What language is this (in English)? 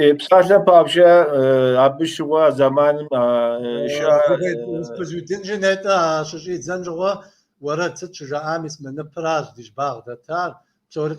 Kabardian